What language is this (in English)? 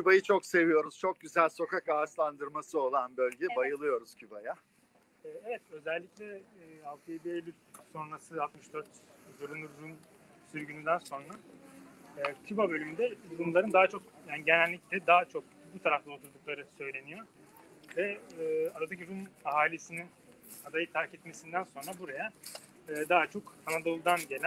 Turkish